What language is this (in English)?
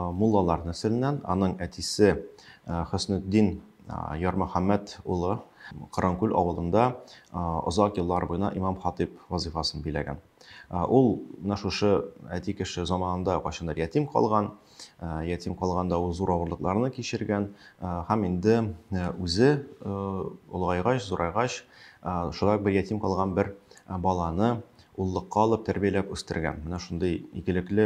Tatar